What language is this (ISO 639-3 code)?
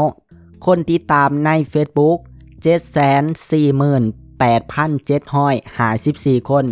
lao